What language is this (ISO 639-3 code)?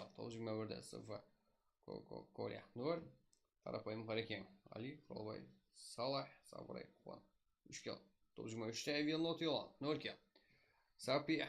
kaa